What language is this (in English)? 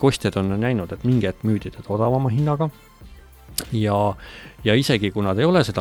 Estonian